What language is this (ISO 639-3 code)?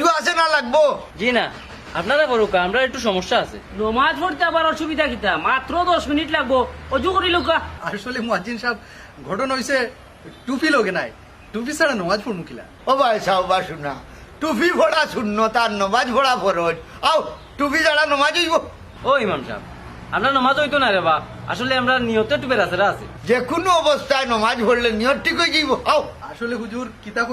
syl